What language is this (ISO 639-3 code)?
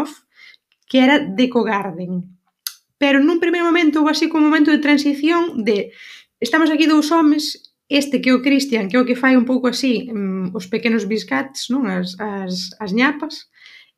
glg